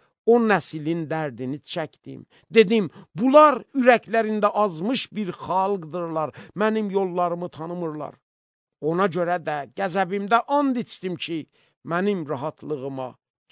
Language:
Azerbaijani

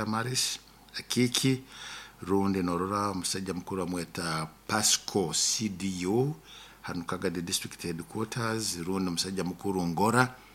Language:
Nyoro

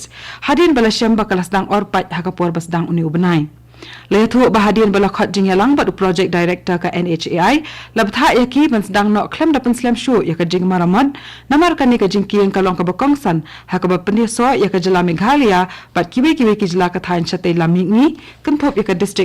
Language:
Khasi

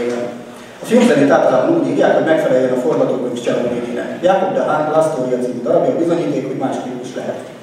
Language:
Hungarian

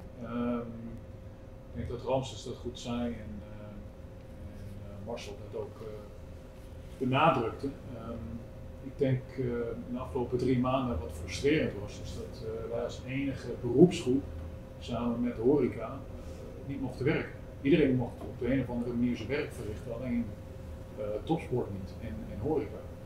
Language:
Dutch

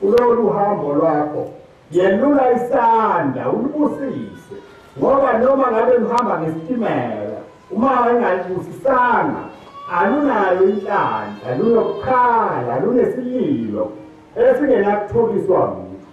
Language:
Zulu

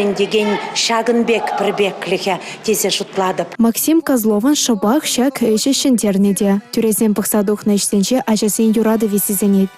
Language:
Chuvash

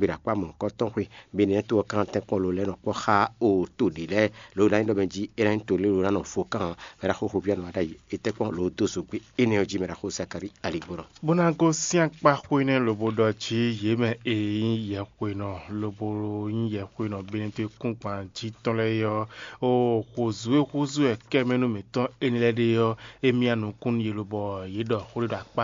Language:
Fon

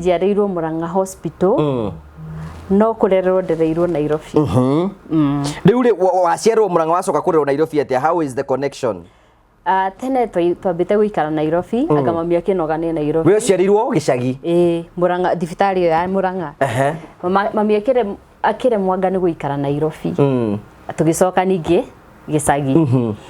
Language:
Kikuyu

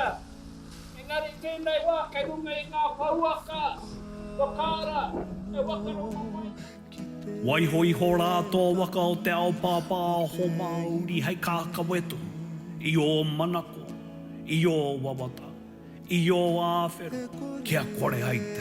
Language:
Māori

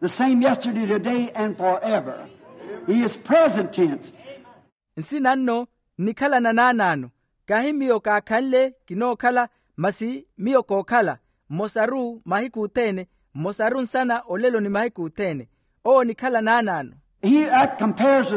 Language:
Makhuwa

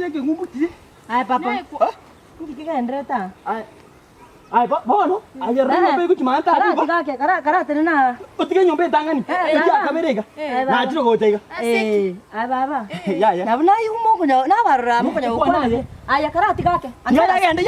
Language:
Gusii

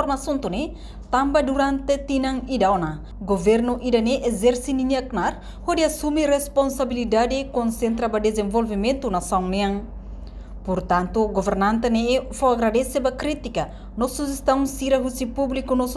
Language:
Tetum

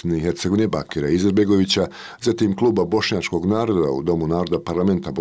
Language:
Bosnian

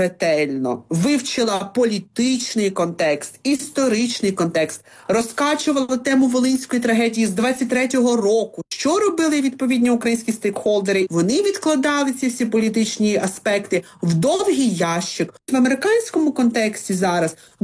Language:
Ukrainian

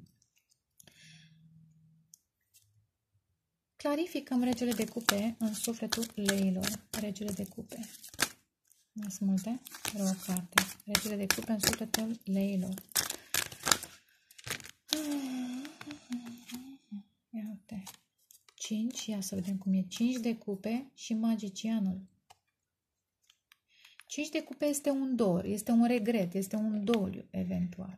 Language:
Romanian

